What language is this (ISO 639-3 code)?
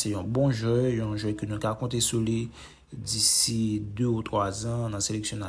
hat